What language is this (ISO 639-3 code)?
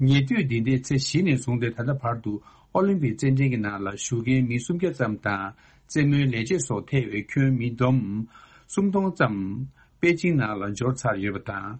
bod